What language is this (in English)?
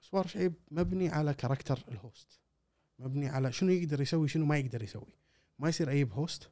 Gulf Arabic